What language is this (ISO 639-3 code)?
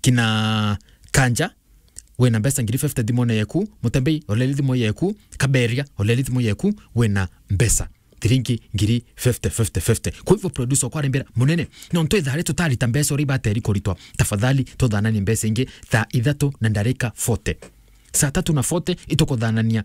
mer